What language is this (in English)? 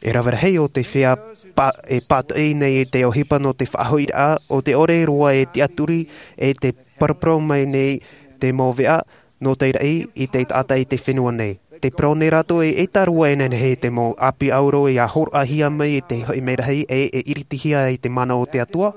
Tahitian